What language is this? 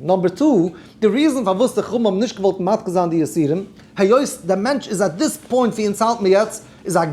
Yiddish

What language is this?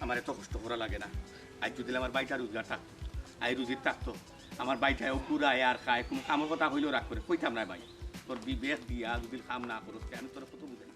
Sylheti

